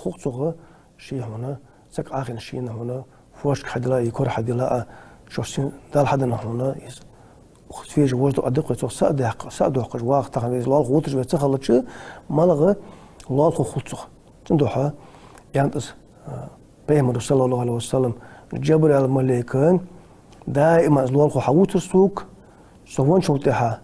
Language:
Ingush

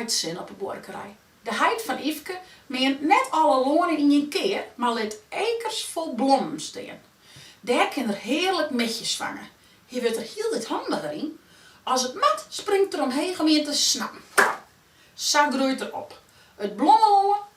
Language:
Western Frisian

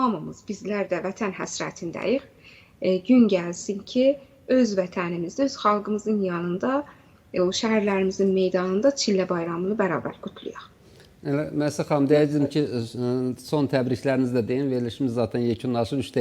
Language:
Azerbaijani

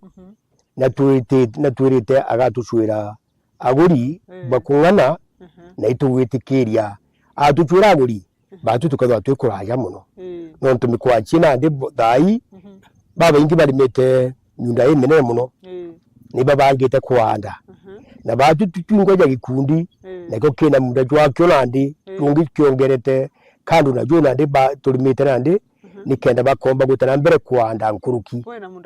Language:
Meru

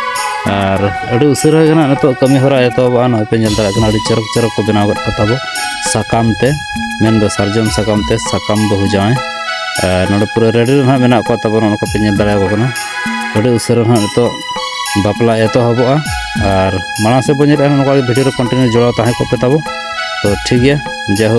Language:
Santali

